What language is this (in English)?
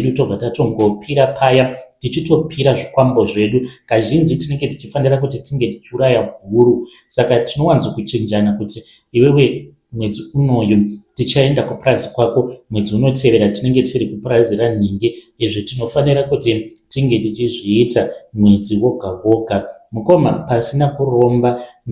Shona